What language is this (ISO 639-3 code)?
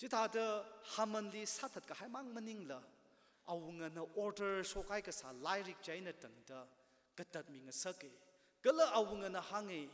nmf